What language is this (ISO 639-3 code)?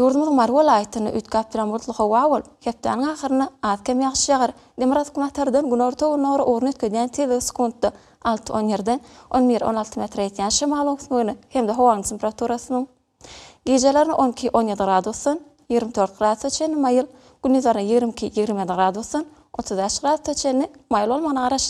tuk